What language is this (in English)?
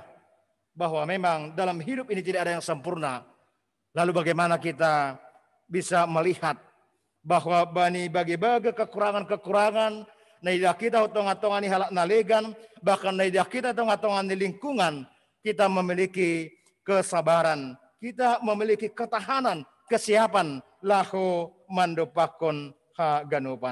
Batak Simalungun